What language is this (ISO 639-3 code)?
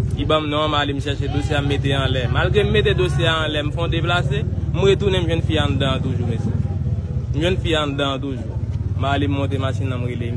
hat